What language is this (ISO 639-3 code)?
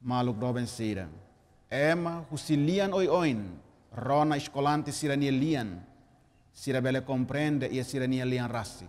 tet